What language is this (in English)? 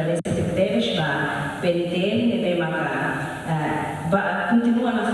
Tetum